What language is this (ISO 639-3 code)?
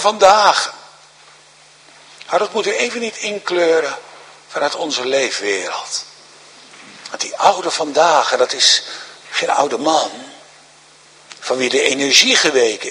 nld